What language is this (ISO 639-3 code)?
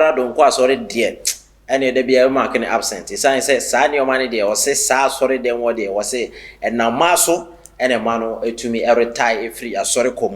aka